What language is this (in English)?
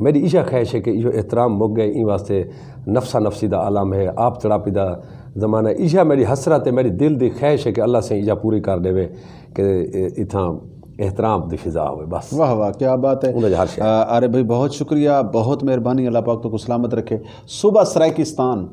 Saraiki